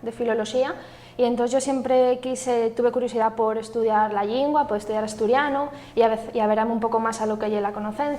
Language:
Asturian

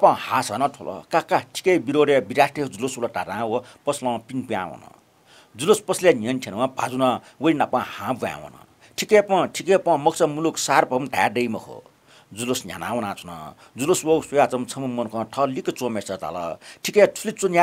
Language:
Newari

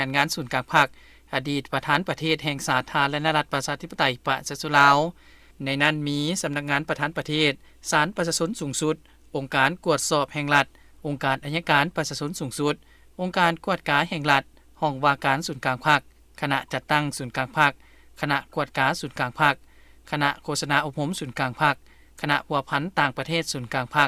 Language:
Lao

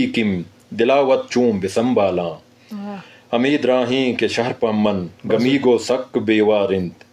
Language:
Eastern Balochi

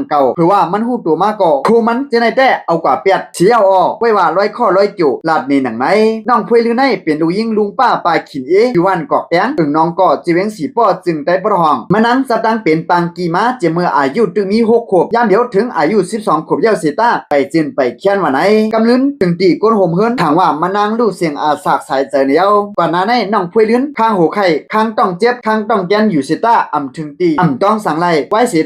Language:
Shan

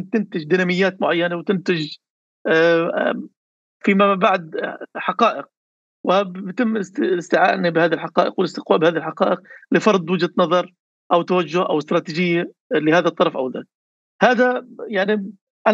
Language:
North Levantine Arabic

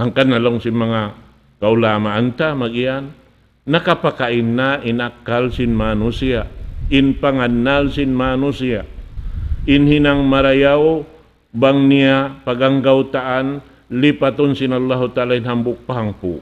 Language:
Tausug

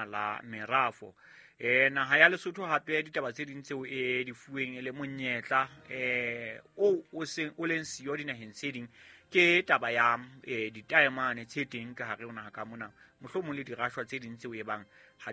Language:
Southern Sotho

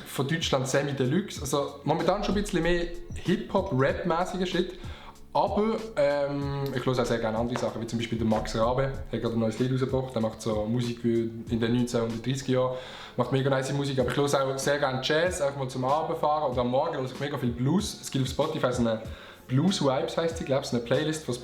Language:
Swiss German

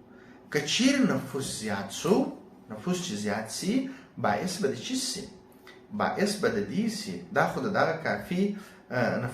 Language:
Pashto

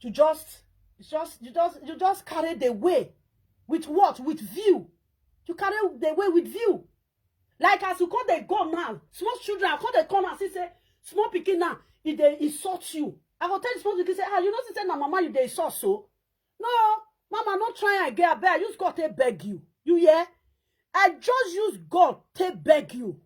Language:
Nigerian Pidgin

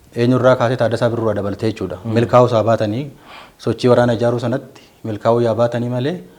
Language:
Oromo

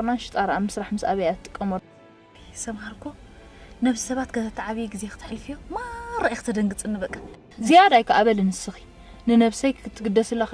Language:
Tigrinya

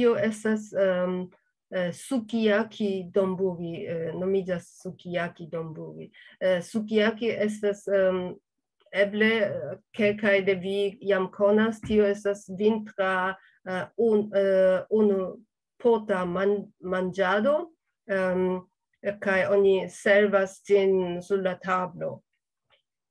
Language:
Esperanto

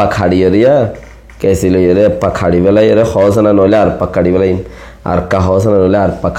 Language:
Rohingya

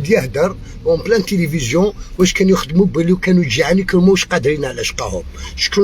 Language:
Algerian Arabic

